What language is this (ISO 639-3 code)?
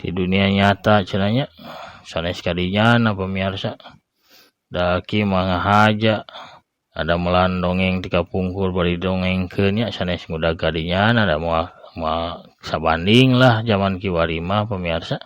sun